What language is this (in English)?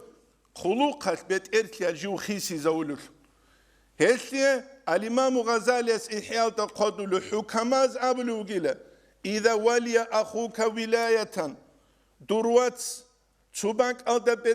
Avaric